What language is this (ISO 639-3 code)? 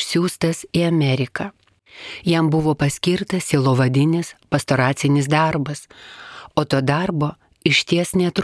lit